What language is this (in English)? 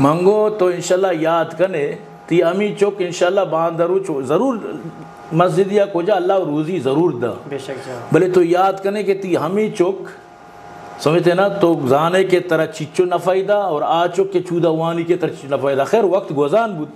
Eastern Balochi